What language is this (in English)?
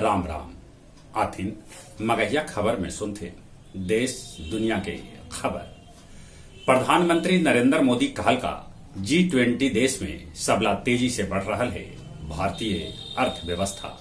Magahi